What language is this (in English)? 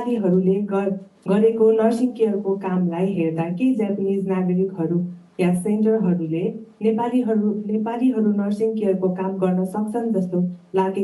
Nepali